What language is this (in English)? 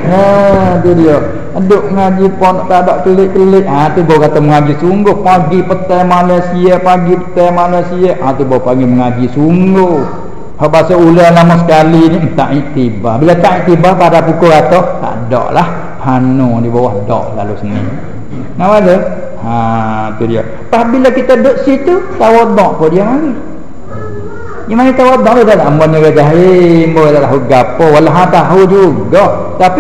Malay